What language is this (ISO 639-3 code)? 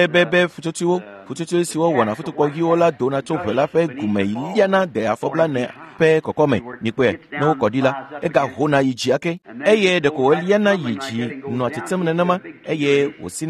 ewe